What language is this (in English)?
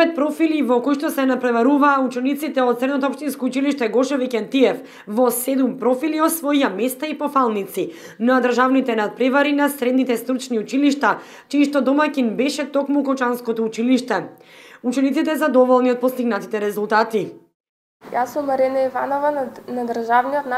Macedonian